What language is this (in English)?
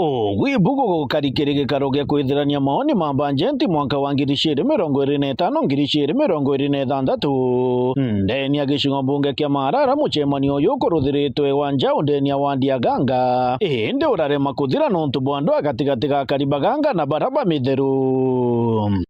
Meru